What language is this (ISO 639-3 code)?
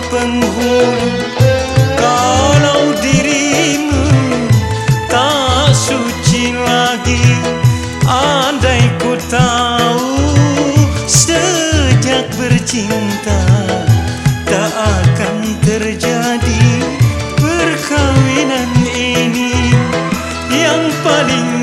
msa